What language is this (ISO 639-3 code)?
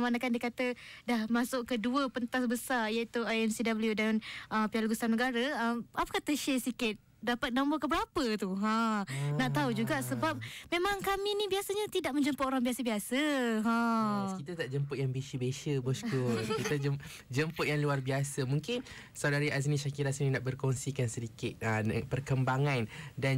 msa